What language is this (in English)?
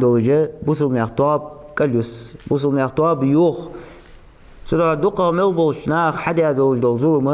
Ingush